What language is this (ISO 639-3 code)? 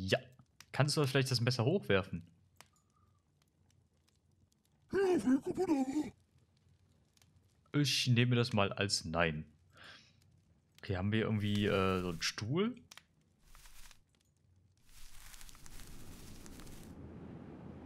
deu